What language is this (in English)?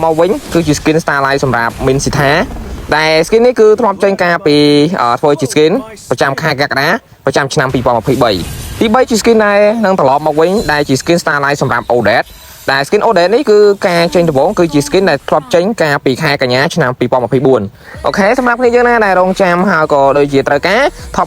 Khmer